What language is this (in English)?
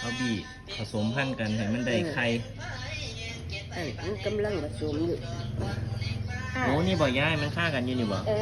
Lao